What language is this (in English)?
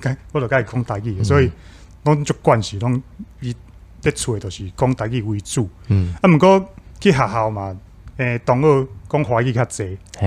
Min Nan Chinese